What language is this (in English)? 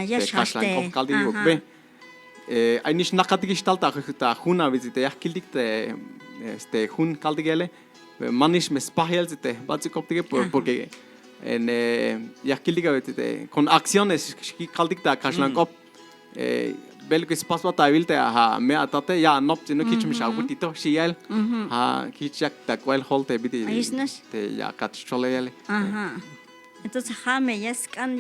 Tzeltal